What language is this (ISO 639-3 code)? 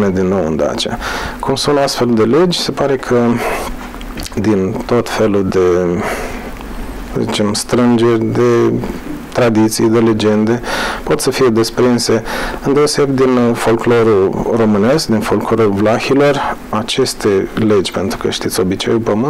ron